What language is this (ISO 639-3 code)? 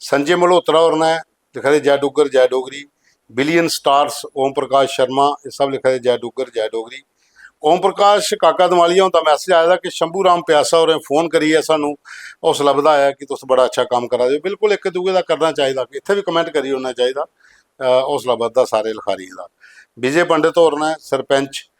doi